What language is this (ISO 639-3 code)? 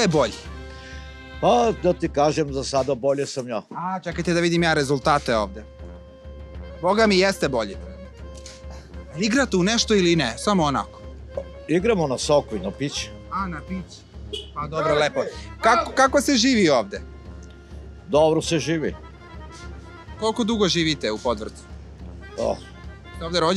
srp